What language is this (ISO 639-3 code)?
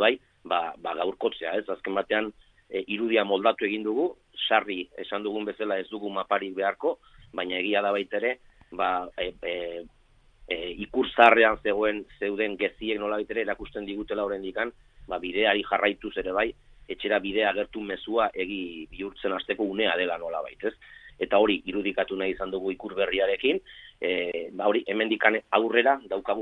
eus